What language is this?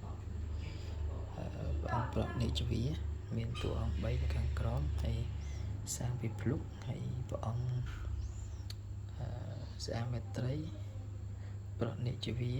Khmer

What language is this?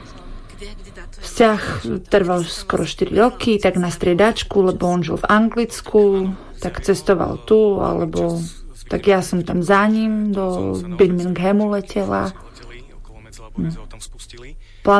Slovak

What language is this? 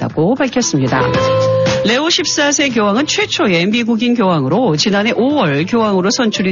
Korean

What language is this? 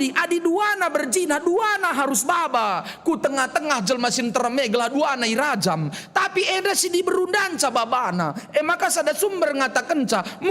Batak Karo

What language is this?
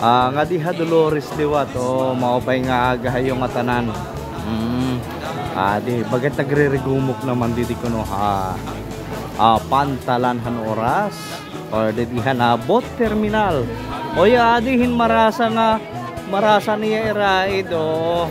Waray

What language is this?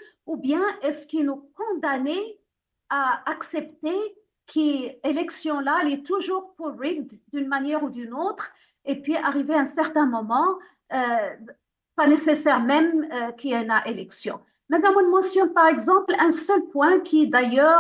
Morisyen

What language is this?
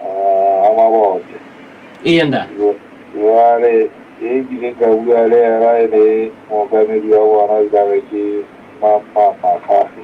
Southern Sotho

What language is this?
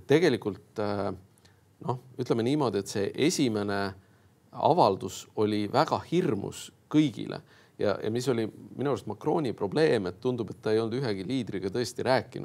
Estonian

